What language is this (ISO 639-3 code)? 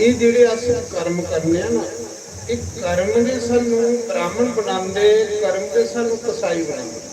doi